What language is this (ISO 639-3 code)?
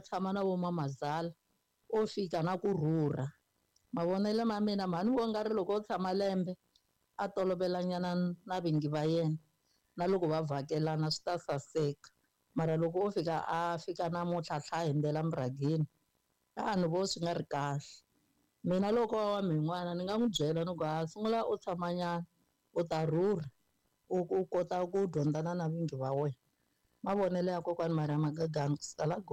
tso